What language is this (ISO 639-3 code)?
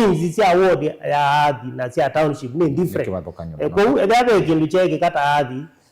kam